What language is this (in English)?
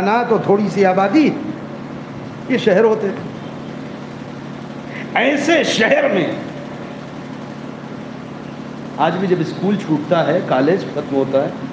Urdu